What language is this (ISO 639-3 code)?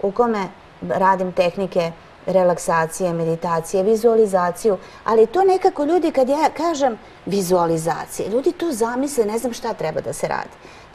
srp